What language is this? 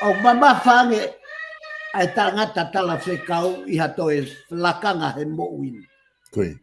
Tongan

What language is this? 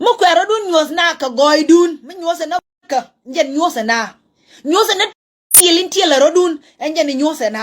Nuer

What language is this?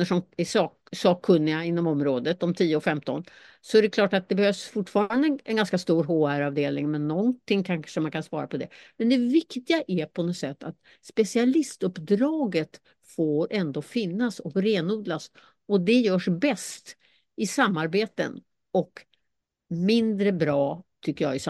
Swedish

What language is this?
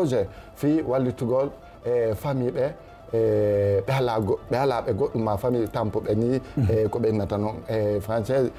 Fula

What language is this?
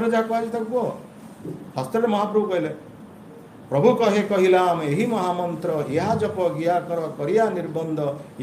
Odia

